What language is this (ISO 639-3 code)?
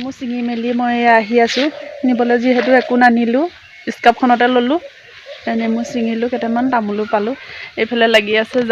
asm